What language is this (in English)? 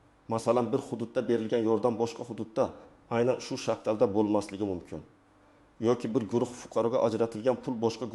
Uzbek